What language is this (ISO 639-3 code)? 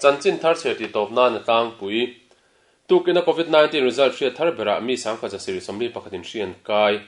lus